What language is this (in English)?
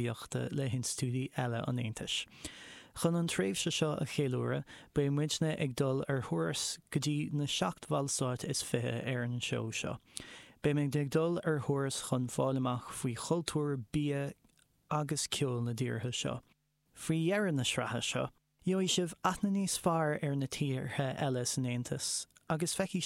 Irish